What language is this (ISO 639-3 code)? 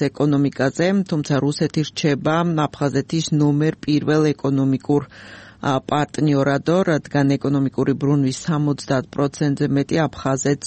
kat